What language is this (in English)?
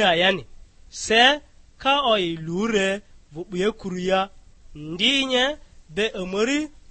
Lugbara